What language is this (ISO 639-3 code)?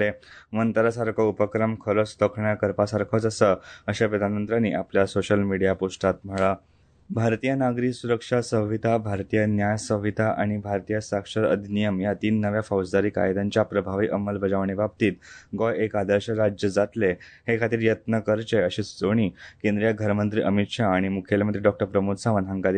kok